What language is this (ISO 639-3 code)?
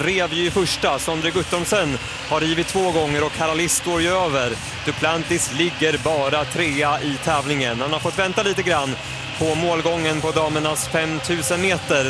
swe